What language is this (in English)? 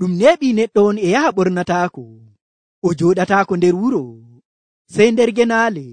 Nigerian Fulfulde